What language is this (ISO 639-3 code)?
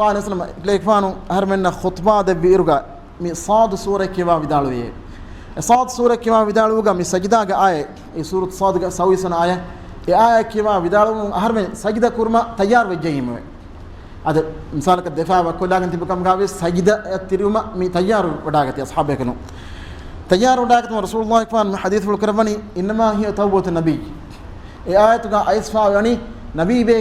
div